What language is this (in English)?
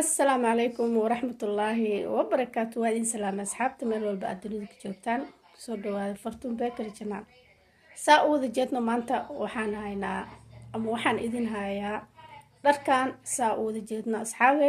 Somali